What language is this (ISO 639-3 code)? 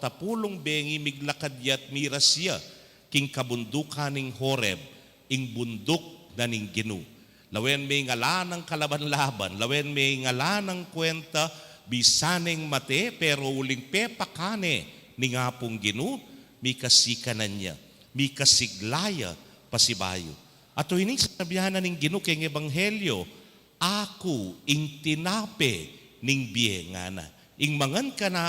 pam